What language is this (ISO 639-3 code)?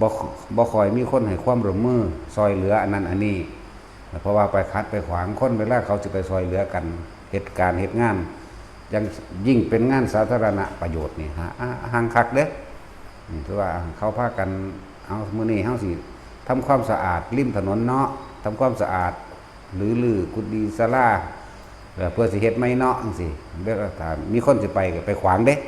tts